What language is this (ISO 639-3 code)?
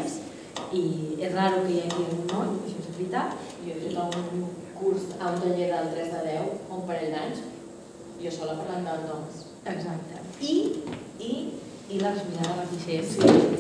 cat